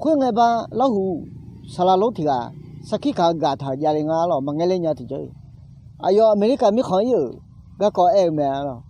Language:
Akha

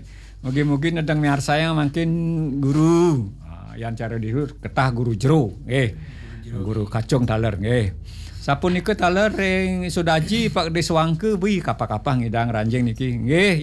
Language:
Balinese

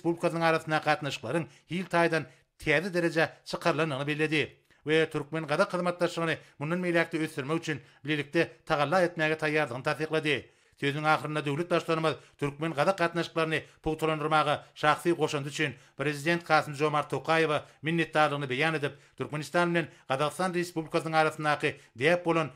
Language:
Turkmen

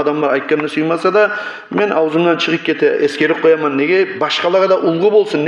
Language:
Kumyk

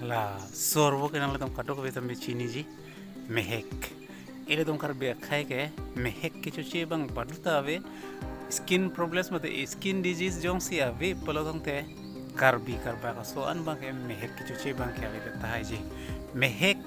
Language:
Karbi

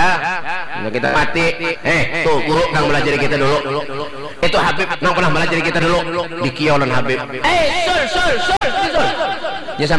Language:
Banjar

